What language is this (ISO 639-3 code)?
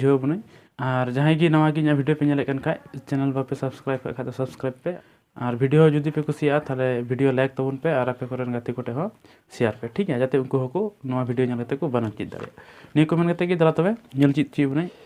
sat